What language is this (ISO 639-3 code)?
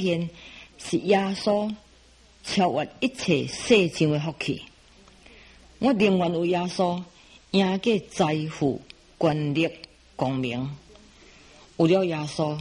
zho